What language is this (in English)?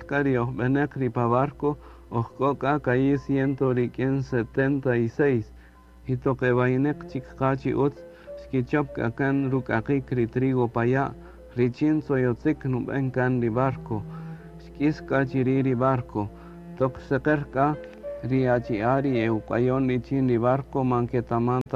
Kaqchikel